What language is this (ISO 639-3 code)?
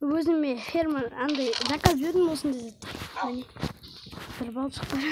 kaz